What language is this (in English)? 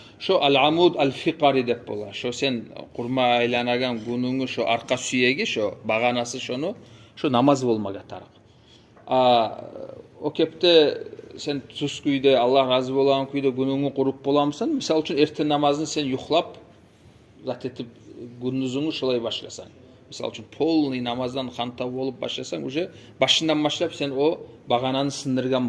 Kumyk